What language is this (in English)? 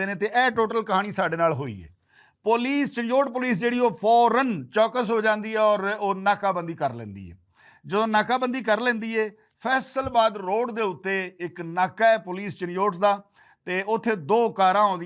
Western Panjabi